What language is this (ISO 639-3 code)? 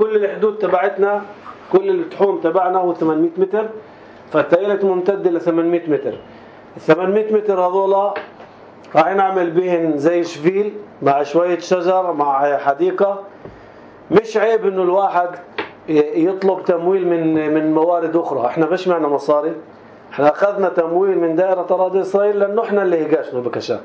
apc